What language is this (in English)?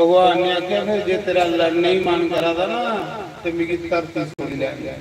Dogri